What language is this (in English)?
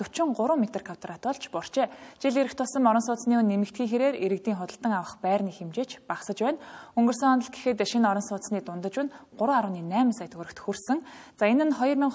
Mongolian